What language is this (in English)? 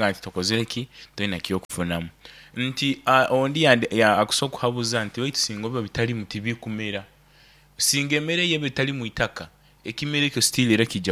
Nyoro